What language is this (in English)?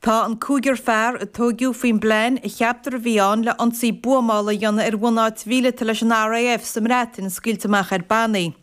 Irish